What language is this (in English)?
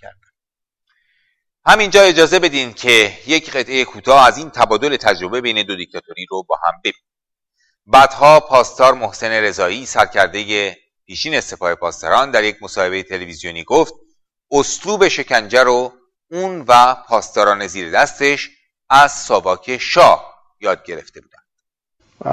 Persian